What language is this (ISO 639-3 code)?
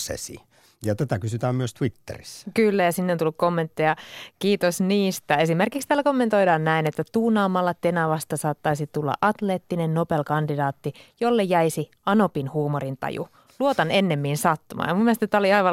fin